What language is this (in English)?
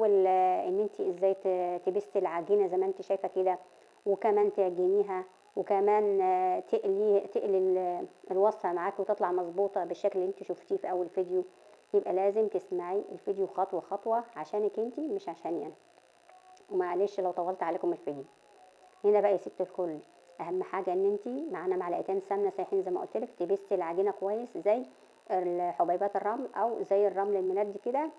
Egyptian Arabic